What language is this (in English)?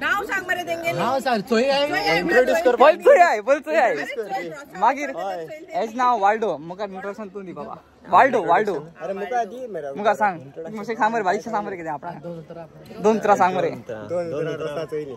Konkani